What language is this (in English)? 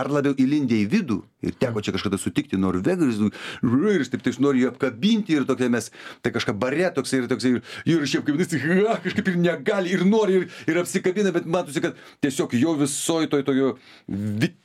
Lithuanian